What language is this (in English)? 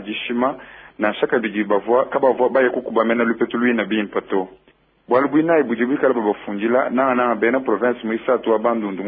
Luba-Lulua